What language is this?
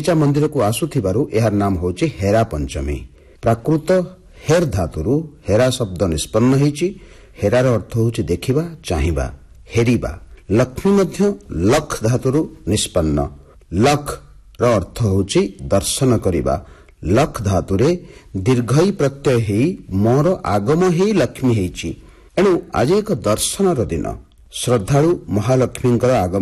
Odia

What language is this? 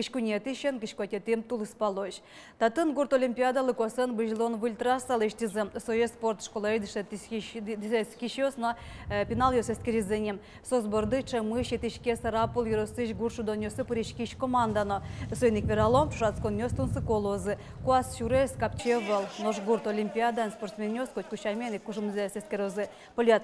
Udmurt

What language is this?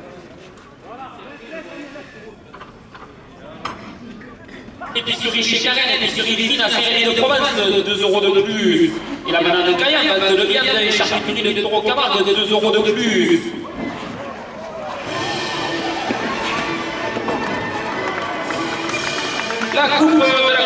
French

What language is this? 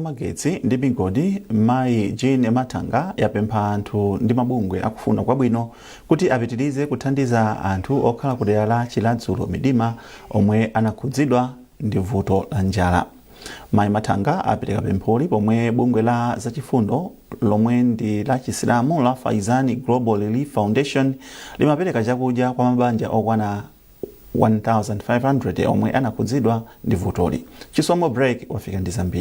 Nyanja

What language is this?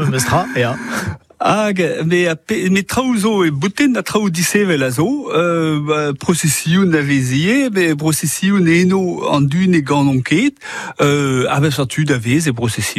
Breton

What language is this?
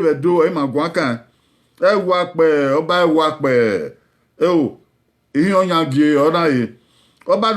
Bini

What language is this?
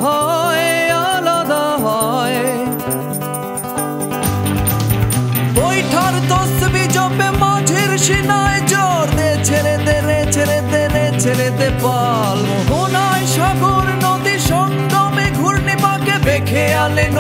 Bangla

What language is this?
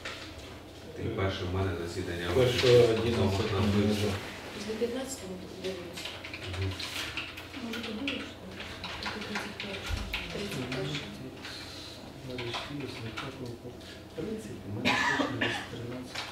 Ukrainian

